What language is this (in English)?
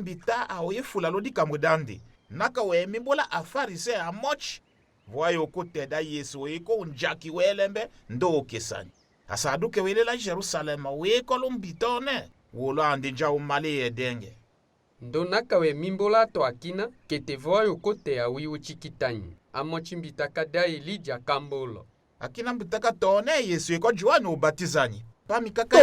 Tetela